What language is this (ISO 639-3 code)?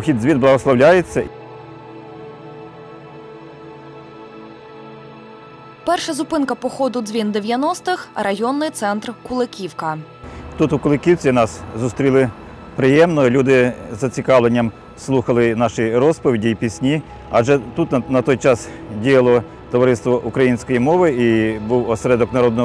ukr